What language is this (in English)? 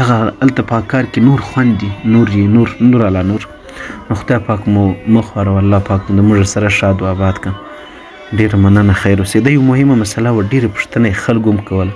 Pashto